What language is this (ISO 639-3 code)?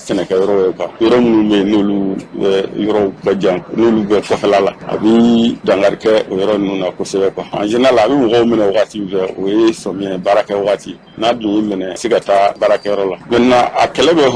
bam